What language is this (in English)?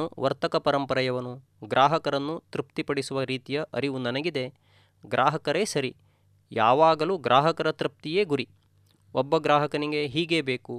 Kannada